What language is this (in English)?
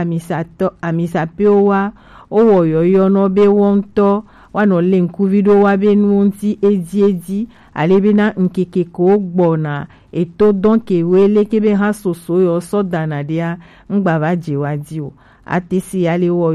Gen